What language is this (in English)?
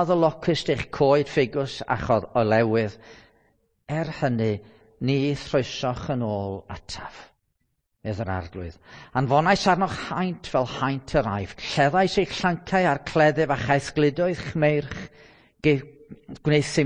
Welsh